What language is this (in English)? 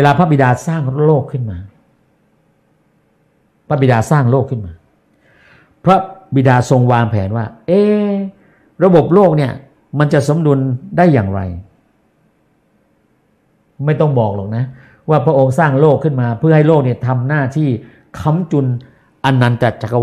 Thai